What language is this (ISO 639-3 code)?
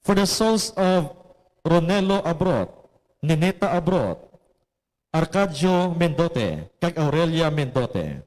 hil